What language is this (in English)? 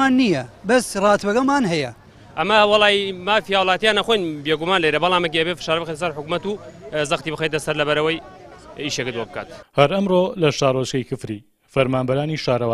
Central Kurdish